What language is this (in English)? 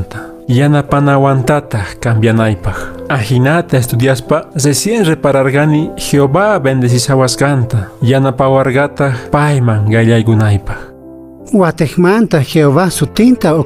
Quechua